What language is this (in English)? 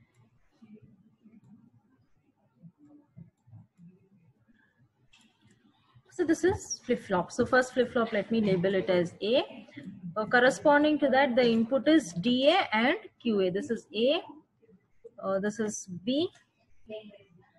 English